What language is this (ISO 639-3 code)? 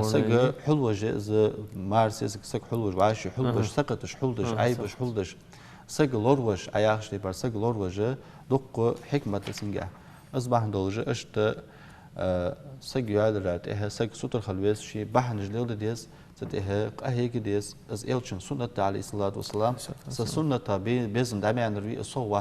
inh